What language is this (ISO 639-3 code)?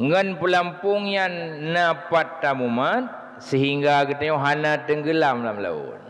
ace